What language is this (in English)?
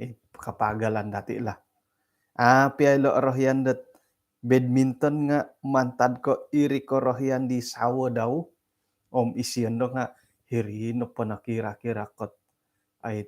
Central Dusun